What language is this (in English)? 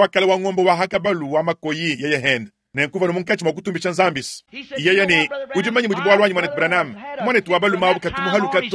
Luba-Lulua